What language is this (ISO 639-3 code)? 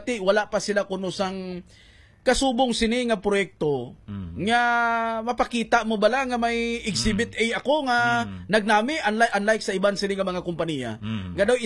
hil